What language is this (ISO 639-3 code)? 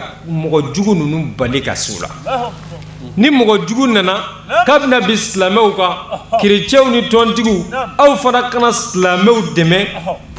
bam